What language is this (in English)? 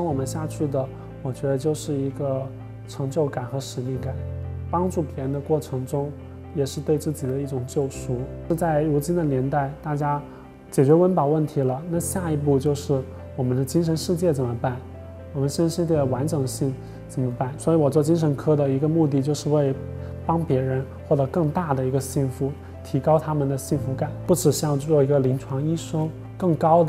Chinese